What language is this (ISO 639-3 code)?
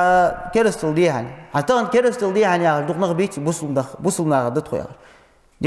inh